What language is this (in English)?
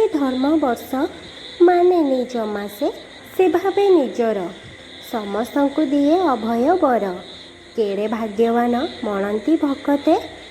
Odia